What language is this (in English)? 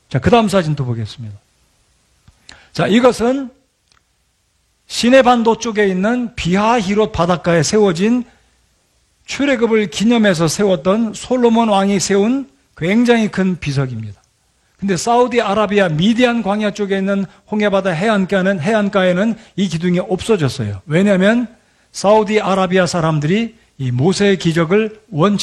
Korean